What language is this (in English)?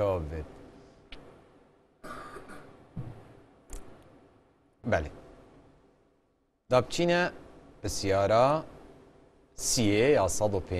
Kurdish